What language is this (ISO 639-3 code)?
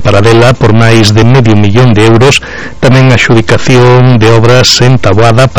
glg